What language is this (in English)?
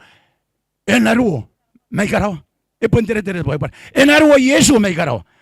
Gilbertese